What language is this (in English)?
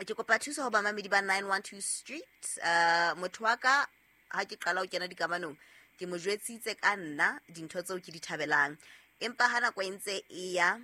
Southern Sotho